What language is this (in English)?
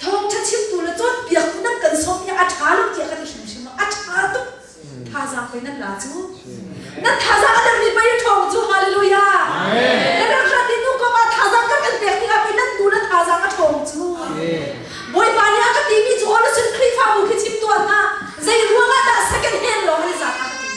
Hakha Chin